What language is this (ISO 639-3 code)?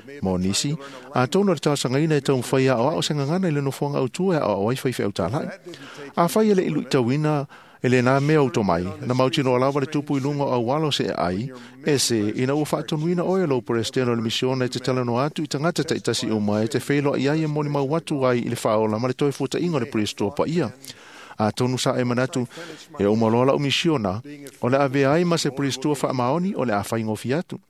smo